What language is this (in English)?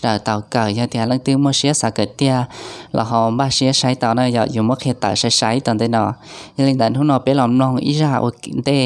Hmong